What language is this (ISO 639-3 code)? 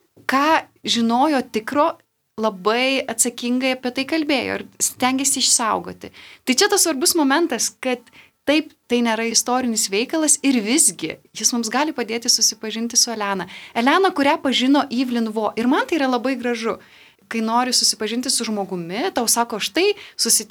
lit